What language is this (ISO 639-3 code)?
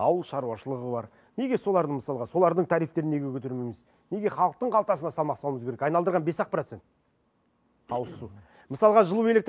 kaz